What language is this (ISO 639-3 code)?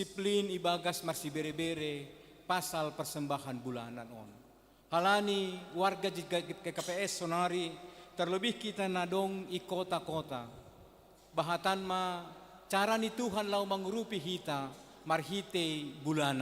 bts